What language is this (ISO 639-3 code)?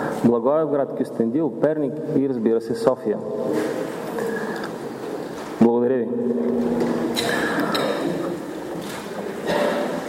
bul